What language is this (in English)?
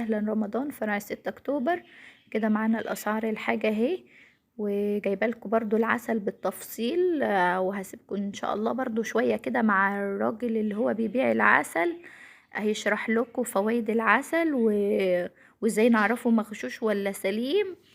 Egyptian Arabic